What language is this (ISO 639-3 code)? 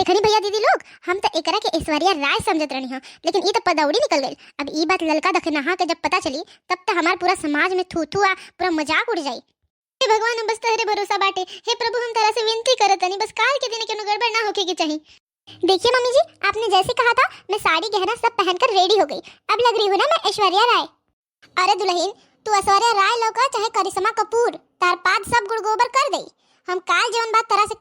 bho